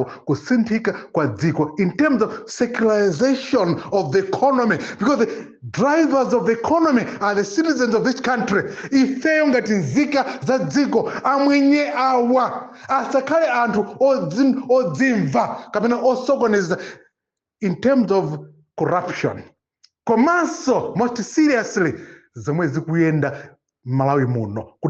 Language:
Nyanja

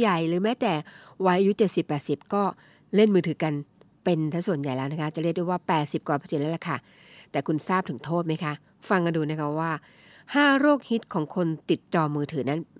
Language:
Thai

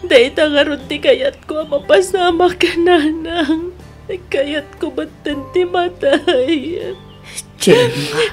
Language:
Iloko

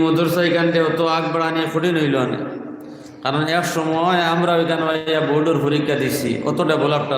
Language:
Sylheti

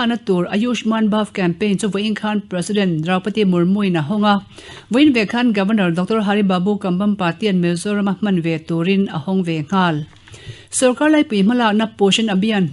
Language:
Mizo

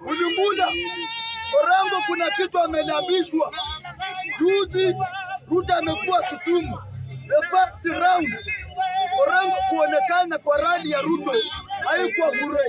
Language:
Swahili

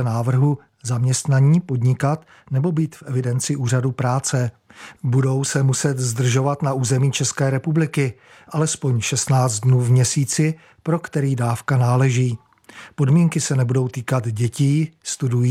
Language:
Czech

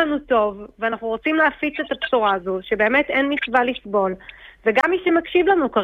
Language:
Hebrew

